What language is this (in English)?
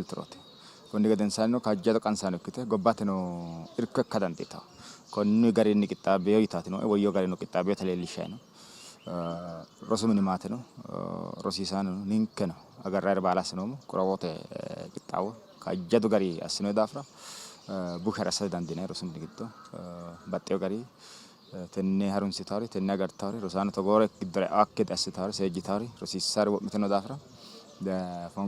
Sidamo